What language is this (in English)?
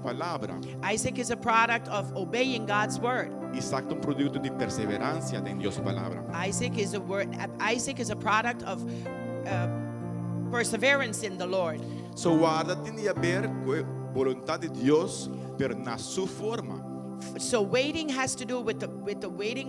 Papiamento